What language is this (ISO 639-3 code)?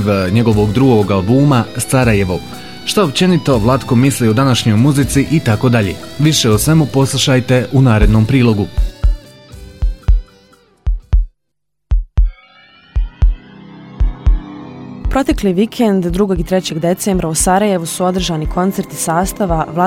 bos